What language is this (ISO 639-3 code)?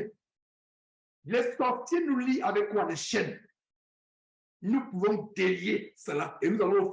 fra